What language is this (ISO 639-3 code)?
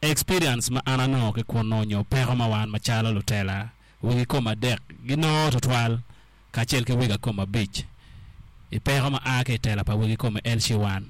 ach